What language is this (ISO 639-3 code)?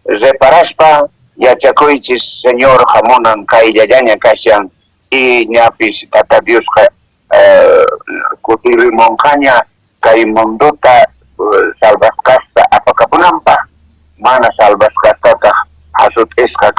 que